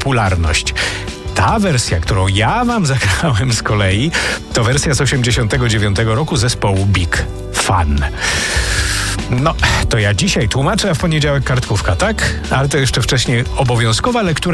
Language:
Polish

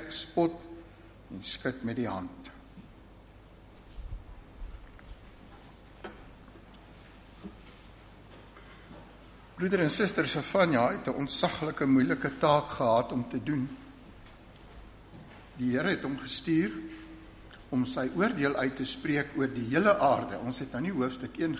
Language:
Afrikaans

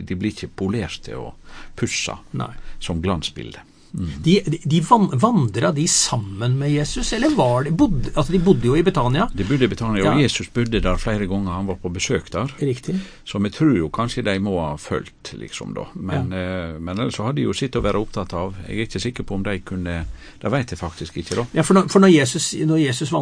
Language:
Norwegian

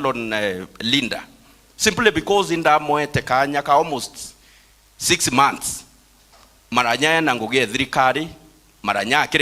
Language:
Meru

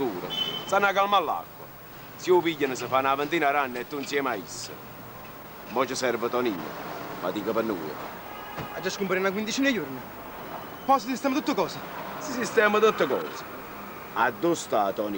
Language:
Neapolitan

